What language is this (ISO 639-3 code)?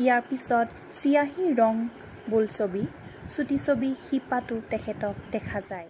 asm